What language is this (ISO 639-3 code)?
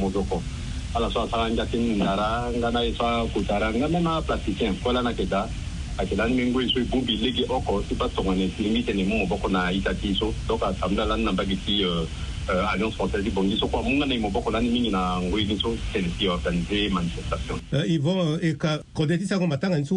sag